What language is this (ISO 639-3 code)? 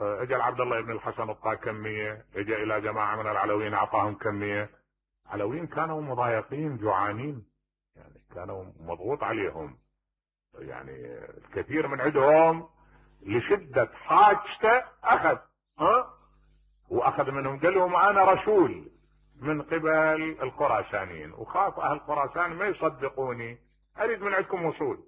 acm